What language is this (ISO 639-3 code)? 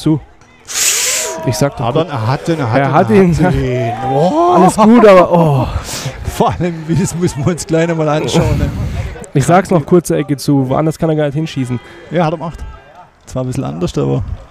deu